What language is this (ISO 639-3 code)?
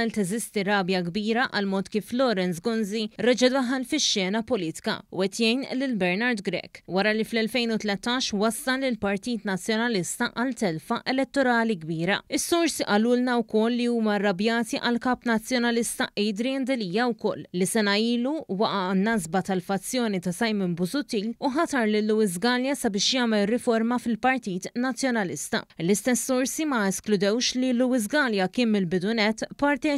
mlt